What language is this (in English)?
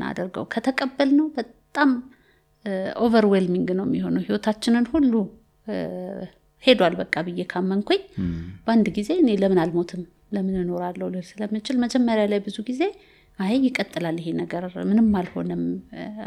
Amharic